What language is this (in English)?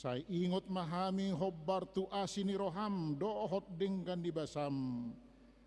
Batak Toba